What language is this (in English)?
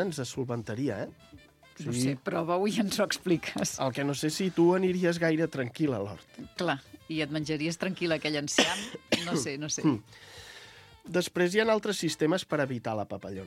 Catalan